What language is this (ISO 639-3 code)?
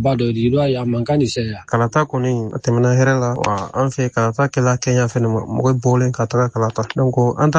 bam